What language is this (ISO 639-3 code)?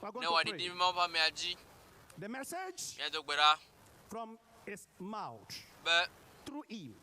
ewe